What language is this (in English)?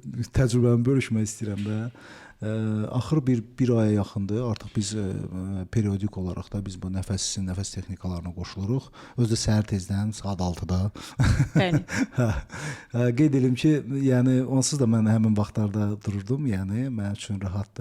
Azerbaijani